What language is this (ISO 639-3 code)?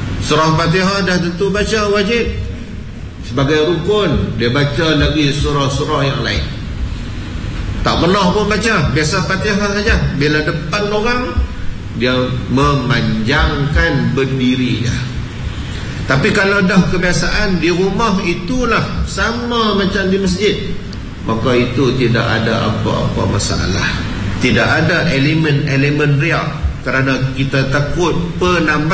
msa